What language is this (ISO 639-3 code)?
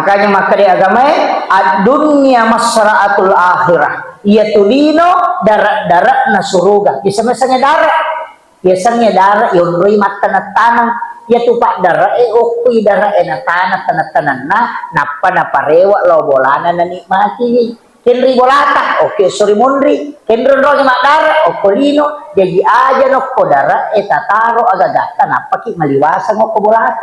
bug